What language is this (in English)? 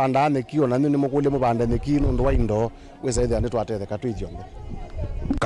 Kamba